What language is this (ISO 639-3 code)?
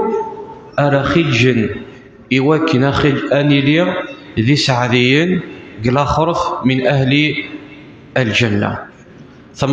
kab